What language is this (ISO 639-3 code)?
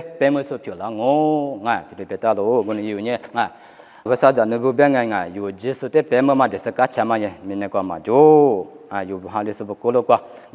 lis